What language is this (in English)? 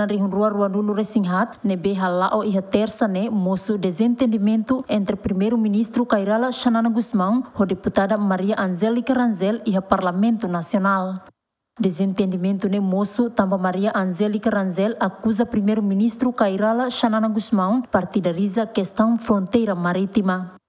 Tetum